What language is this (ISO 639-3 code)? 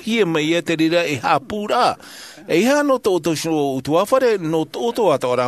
tah